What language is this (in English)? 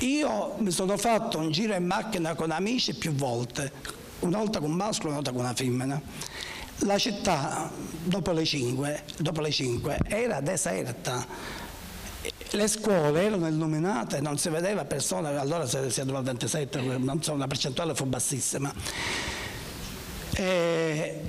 Italian